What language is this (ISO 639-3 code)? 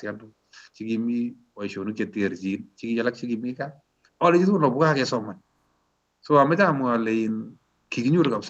kln